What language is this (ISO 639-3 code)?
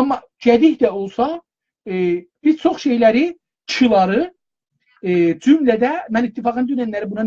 azb